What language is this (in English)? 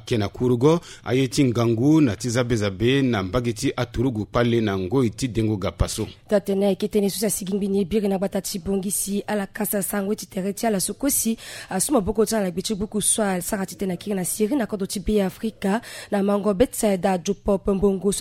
Sango